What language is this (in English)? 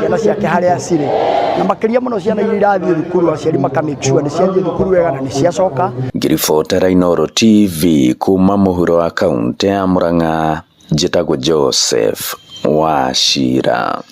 Kikuyu